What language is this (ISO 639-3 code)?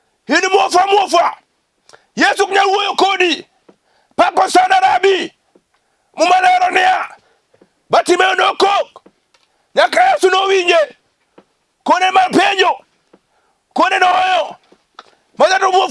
luo